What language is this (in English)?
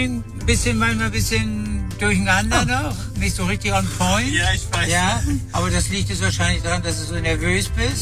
German